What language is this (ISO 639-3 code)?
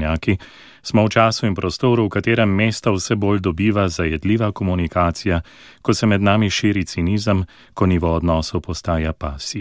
slv